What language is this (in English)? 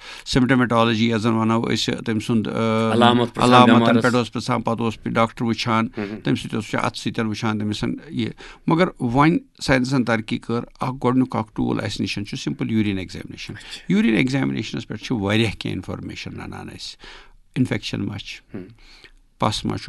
Kashmiri